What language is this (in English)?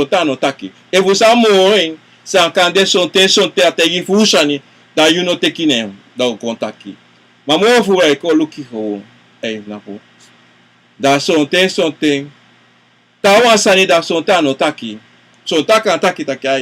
Sranan Tongo